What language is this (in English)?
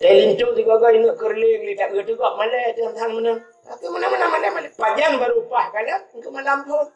Achinese